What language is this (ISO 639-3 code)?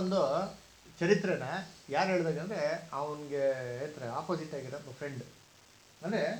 kan